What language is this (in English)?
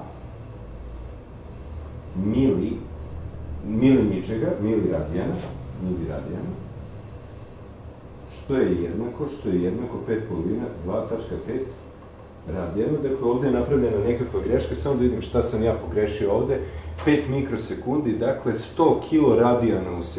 Serbian